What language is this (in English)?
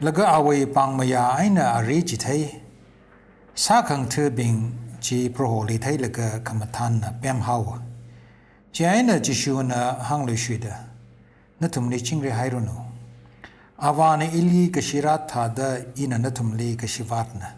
Tangkhul Naga (India)